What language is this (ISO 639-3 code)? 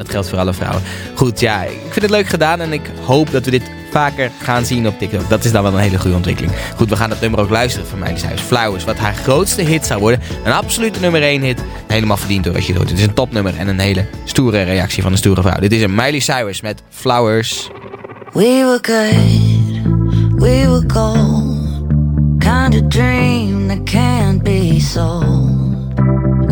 nld